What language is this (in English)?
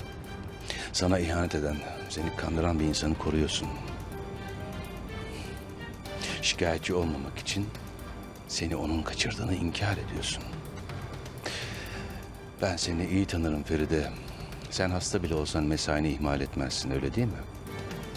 Turkish